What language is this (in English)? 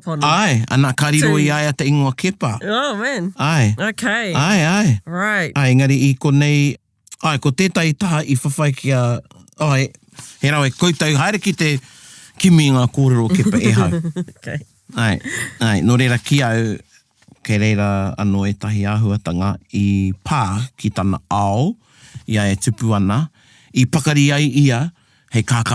Māori